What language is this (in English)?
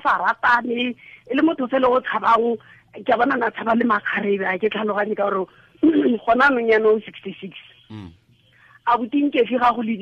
Tswana